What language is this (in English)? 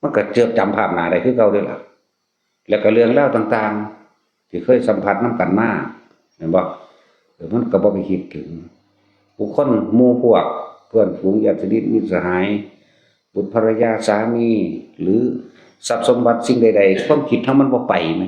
Northeastern Thai